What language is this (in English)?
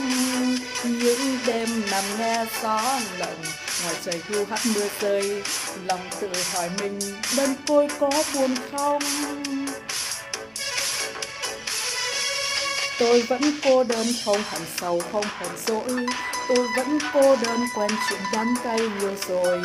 Vietnamese